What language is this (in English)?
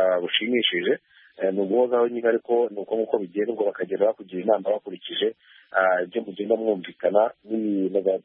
Kinyarwanda